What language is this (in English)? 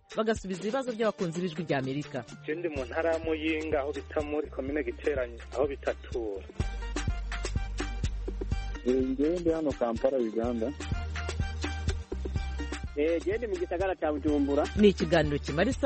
Kinyarwanda